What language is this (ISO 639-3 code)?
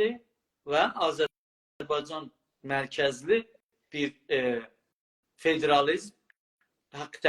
azb